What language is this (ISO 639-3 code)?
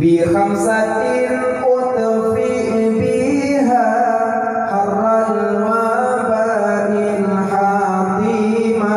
ace